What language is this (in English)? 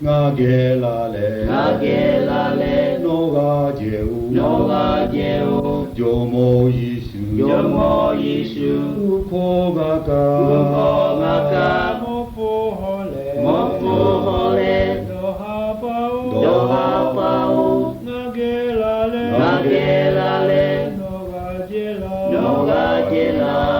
Lahu